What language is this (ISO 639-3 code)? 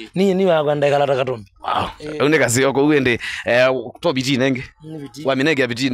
swa